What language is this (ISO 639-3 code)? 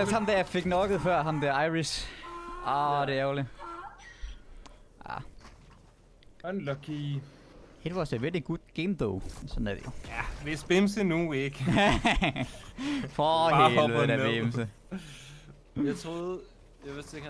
dan